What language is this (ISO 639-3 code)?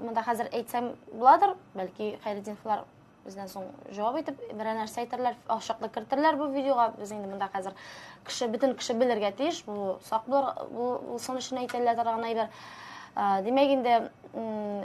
tat